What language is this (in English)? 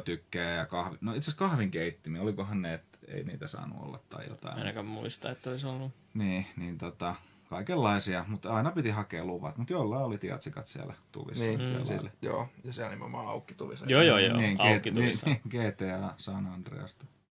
Finnish